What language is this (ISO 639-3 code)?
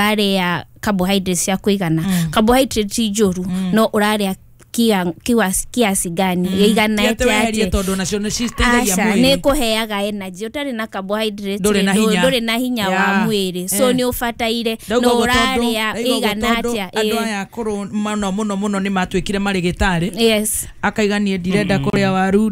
kik